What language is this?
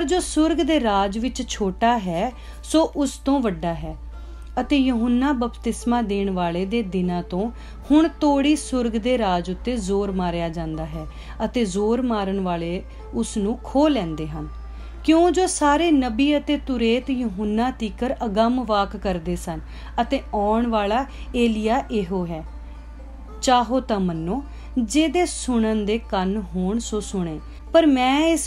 Punjabi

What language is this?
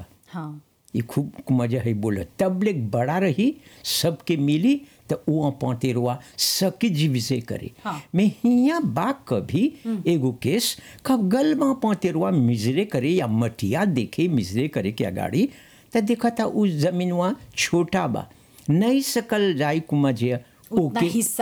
Bhojpuri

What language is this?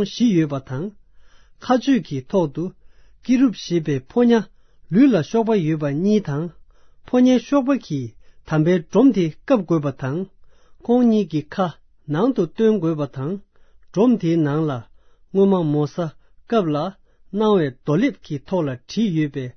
Tibetan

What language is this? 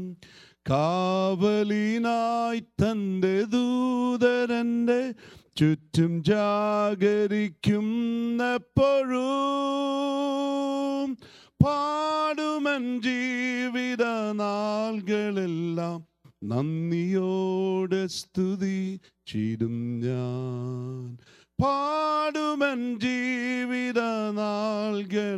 Malayalam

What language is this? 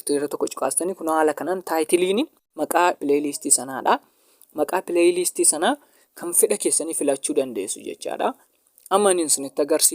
Oromo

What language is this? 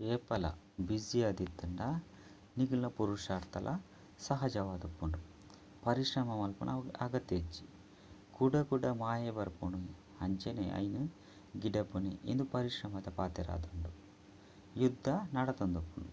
Tulu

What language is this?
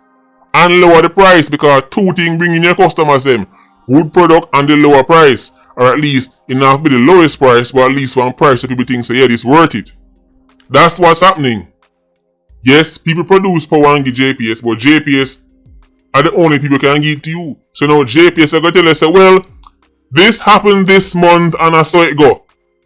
Jamaican Creole English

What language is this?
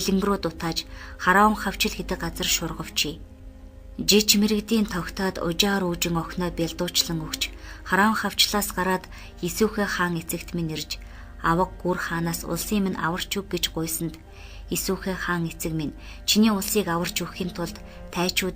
Mongolian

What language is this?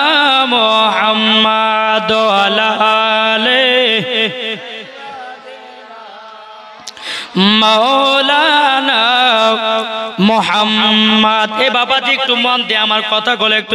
Bangla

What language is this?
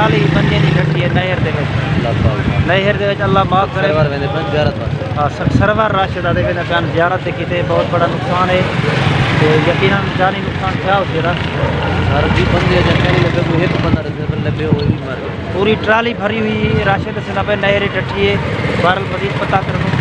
Saraiki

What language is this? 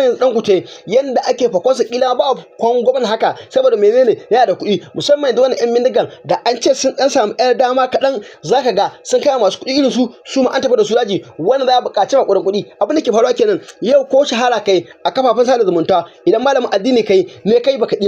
Hausa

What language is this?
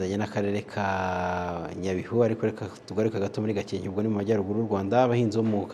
Kinyarwanda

